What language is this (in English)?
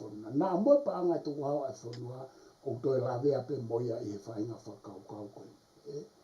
Tongan